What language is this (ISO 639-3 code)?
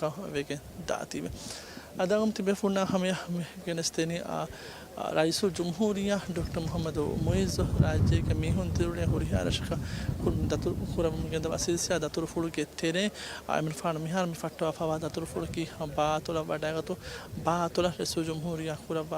div